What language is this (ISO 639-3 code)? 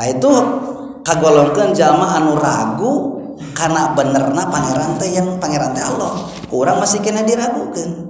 sun